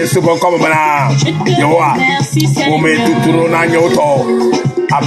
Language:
Ewe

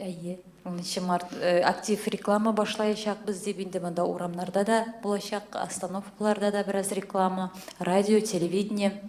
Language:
Tatar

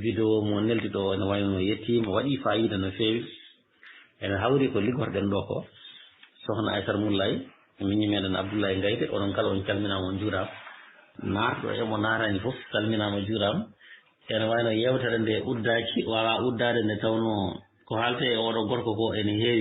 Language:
Fula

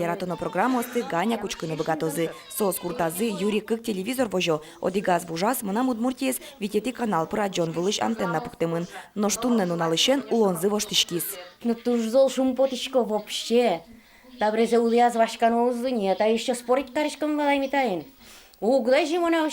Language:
Udmurt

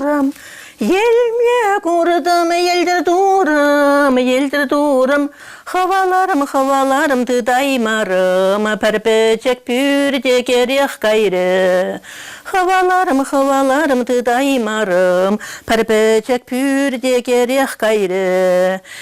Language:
Chuvash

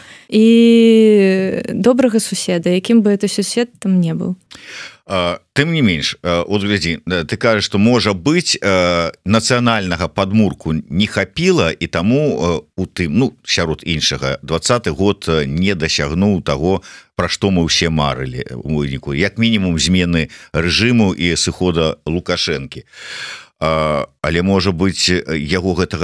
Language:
Belarusian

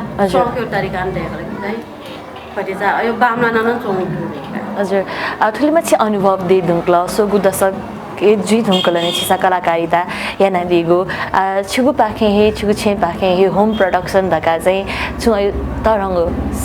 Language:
Newari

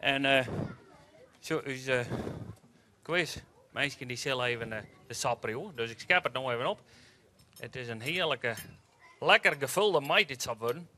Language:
Western Frisian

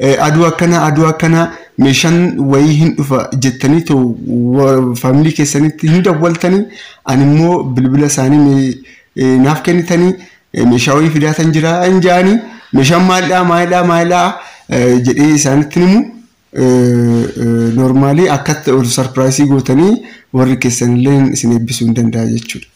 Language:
Oromo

